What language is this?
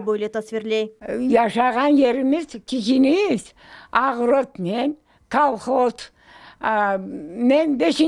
Crimean Tatar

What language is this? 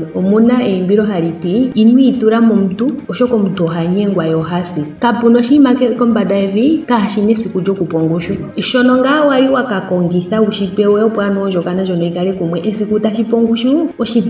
Ndonga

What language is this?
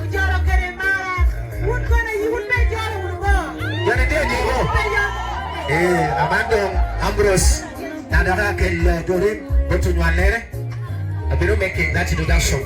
Lango (Uganda)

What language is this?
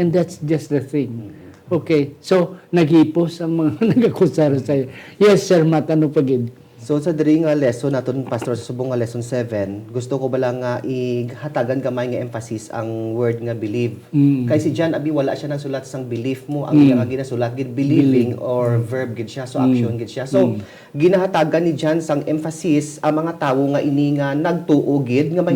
Hiligaynon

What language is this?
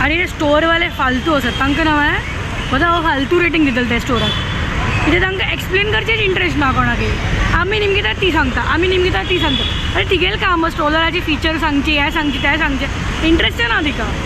Konkani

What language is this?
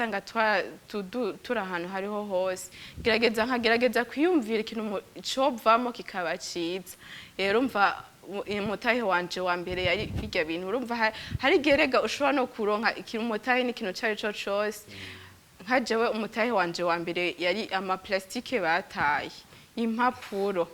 Rundi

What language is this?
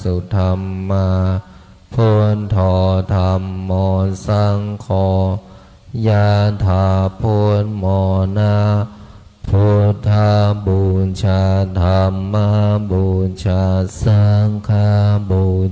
Pali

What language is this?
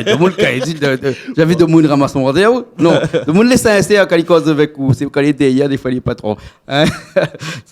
Réunion Creole French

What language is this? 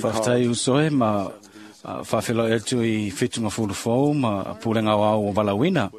Samoan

